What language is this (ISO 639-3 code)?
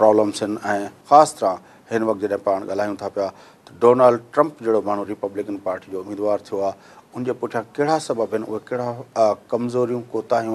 snd